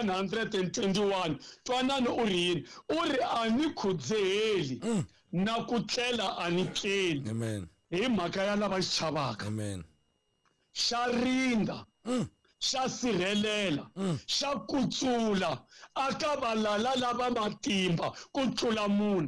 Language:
Tsonga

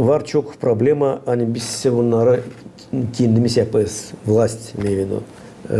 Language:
Gagauz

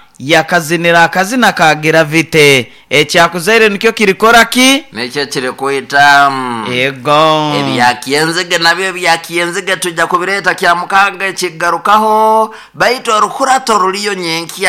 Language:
Nyoro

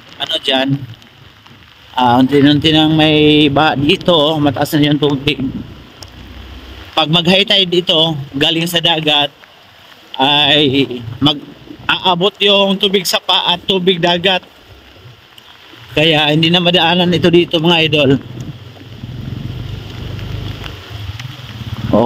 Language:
Filipino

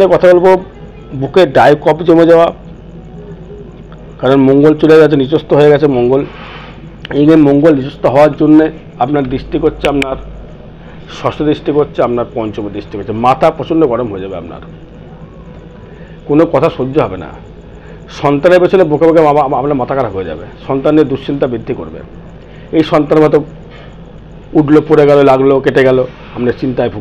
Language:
Bangla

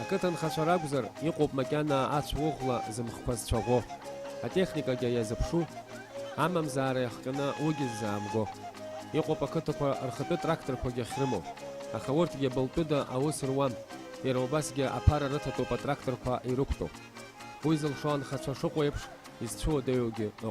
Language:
Abkhazian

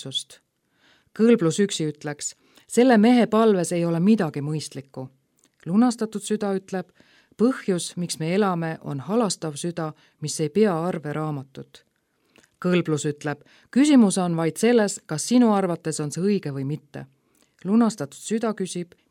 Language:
Estonian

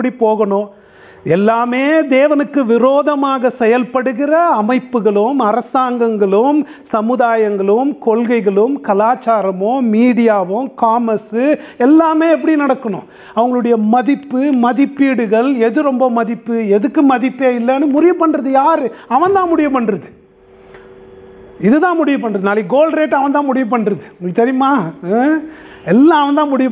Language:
Tamil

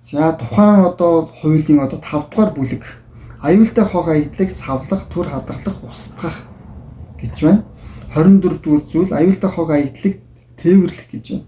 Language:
Mongolian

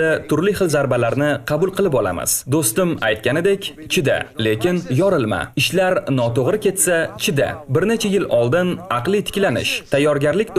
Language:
Uzbek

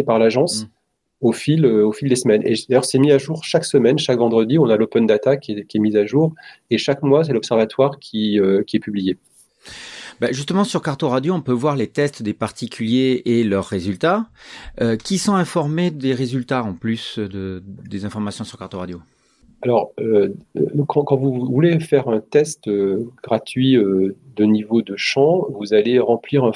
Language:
French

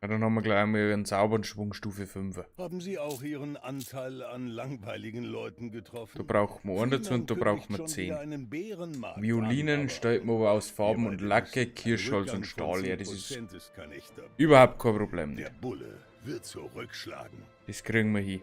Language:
Bavarian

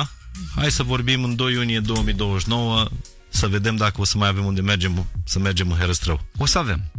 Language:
Romanian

